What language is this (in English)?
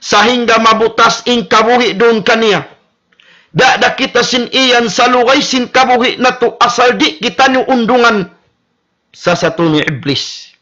Tausug